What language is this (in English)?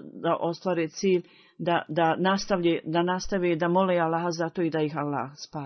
Bosnian